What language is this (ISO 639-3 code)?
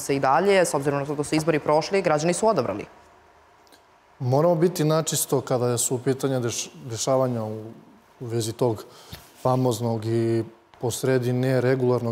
srp